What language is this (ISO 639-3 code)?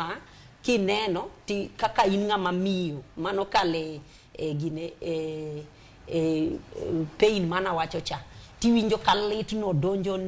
luo